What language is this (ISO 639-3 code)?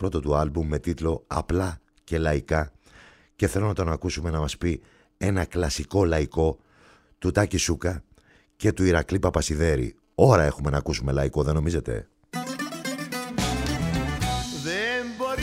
ell